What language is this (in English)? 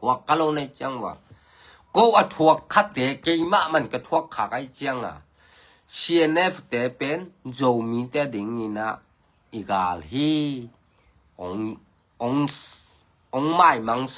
Tedim Chin